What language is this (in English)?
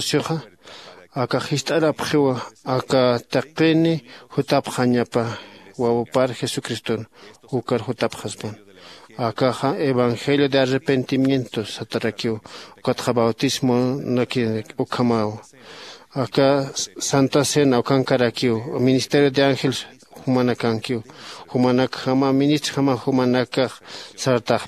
Aymara